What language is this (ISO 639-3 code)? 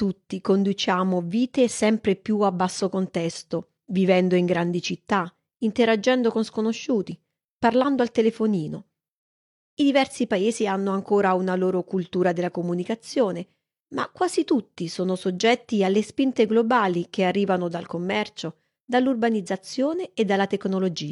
ita